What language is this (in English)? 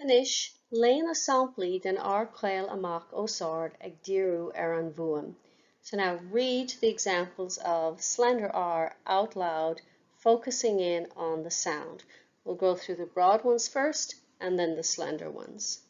Irish